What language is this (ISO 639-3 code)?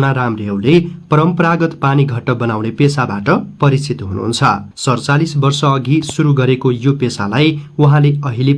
nep